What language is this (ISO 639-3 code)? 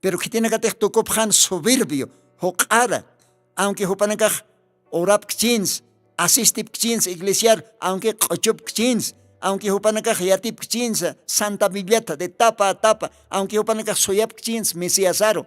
aym